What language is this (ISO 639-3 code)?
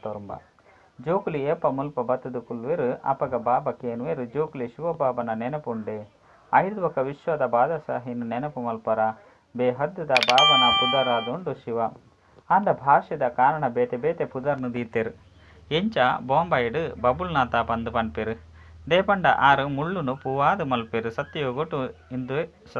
tcy